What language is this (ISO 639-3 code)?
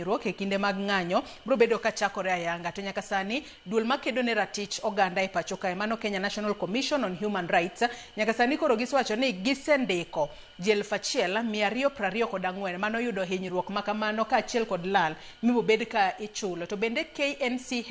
luo